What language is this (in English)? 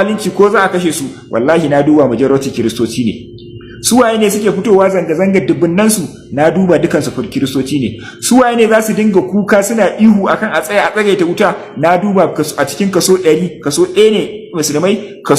Hausa